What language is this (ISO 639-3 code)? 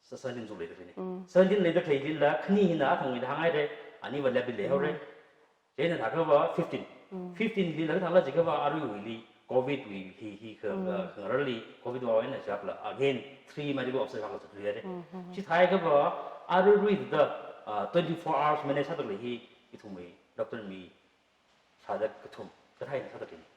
nmf